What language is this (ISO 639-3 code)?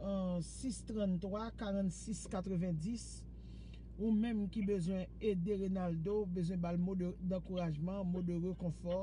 hat